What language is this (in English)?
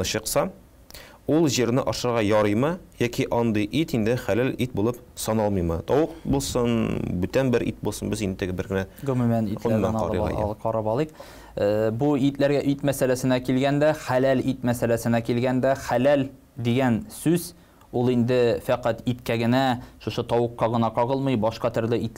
Tatar